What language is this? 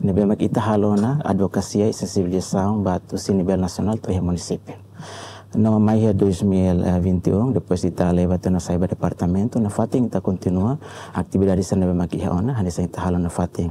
Tetum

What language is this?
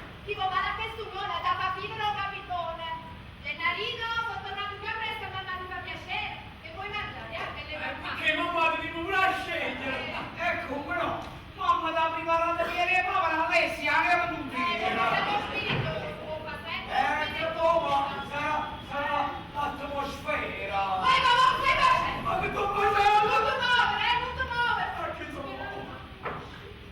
Neapolitan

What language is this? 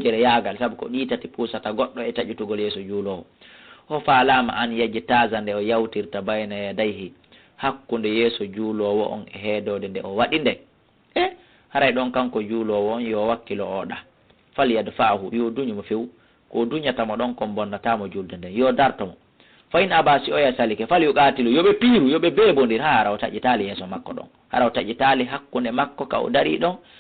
Fula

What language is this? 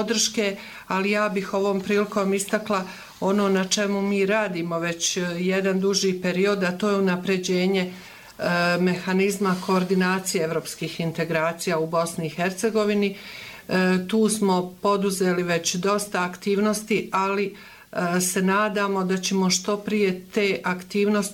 Bosnian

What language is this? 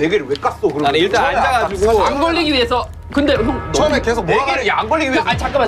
Korean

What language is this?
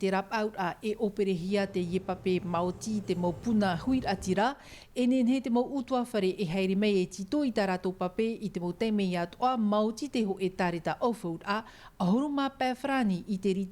Tahitian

